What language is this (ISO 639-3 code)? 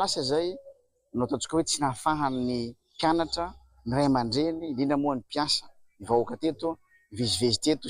mlg